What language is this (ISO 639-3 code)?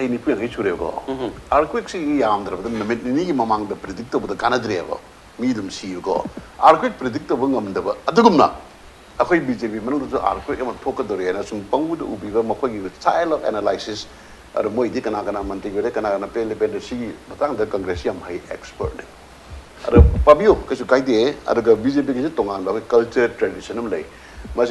mni